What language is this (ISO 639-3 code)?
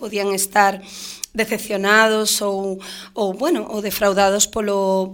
glg